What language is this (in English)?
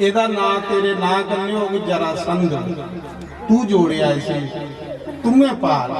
Dogri